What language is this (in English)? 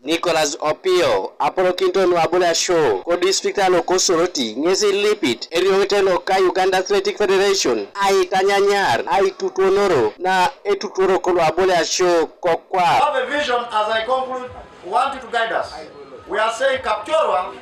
Teso